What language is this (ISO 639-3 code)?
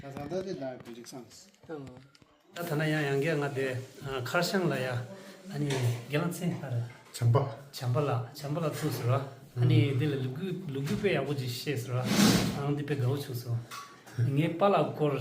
bod